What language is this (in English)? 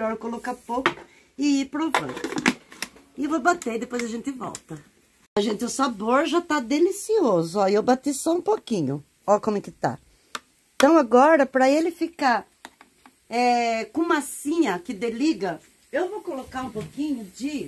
Portuguese